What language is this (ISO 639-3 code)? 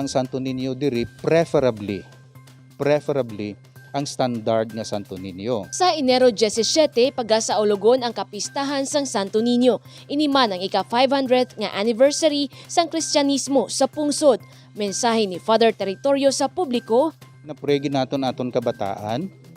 hil